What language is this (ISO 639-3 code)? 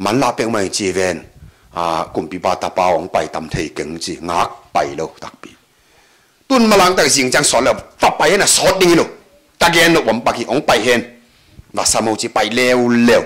ctd